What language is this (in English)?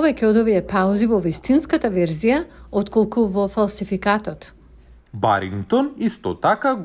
Macedonian